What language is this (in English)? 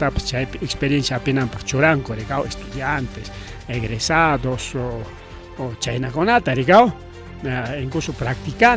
Ayacucho Quechua